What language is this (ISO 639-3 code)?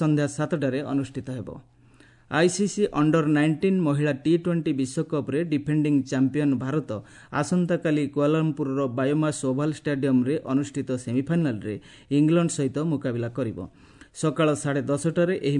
ori